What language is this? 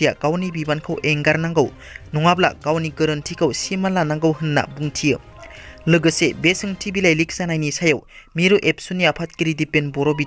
Bodo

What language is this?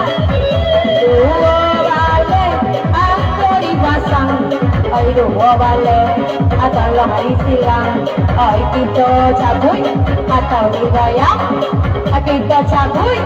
Minangkabau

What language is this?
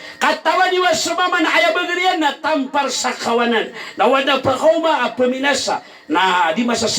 Maranao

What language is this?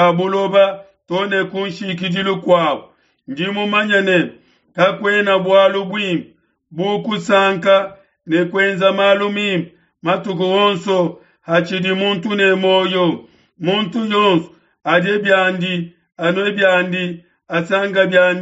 Luba-Lulua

